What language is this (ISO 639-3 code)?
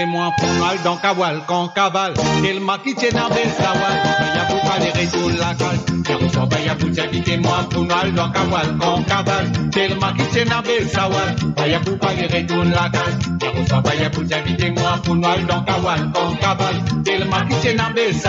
mfe